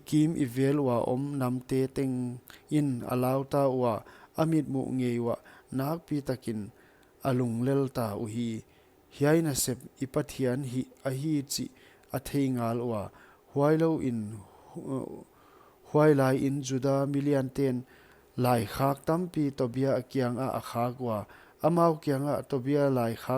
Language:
Paite Chin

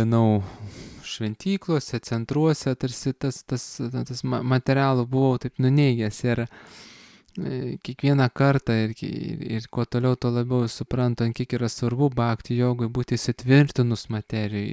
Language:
Lithuanian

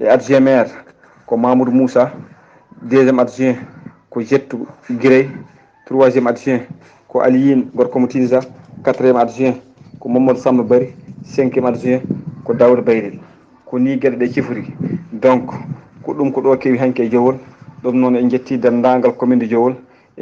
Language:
Fula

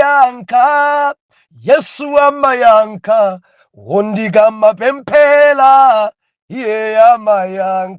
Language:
Nyanja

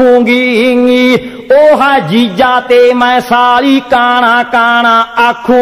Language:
Punjabi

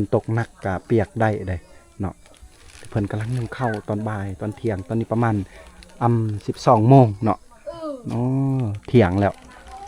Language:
Lao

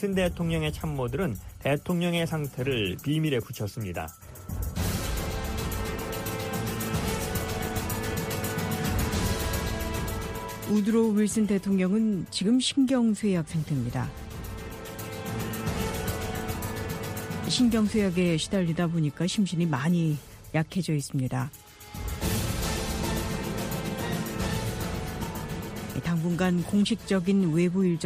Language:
Korean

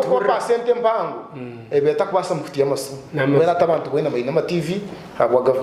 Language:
Nyankole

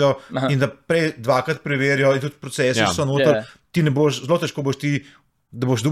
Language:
Slovenian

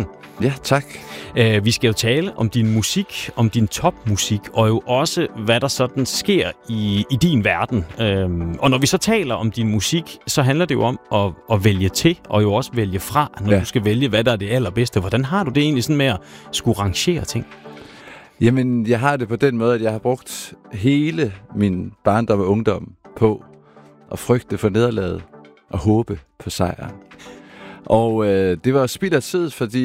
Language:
Danish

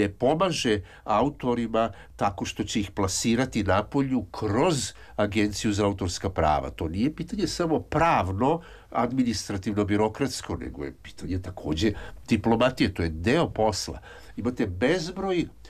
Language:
Serbian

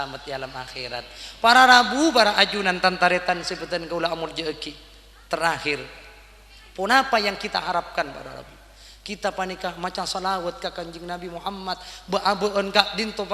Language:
Madurese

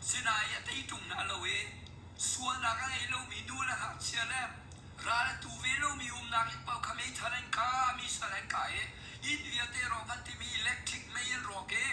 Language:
Hakha Chin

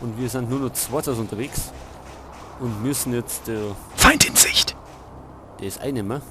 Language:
Bavarian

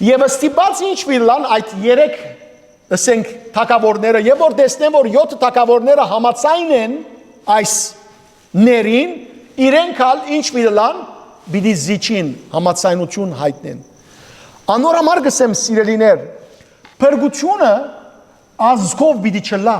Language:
Western Armenian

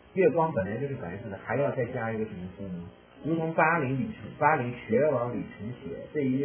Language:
Chinese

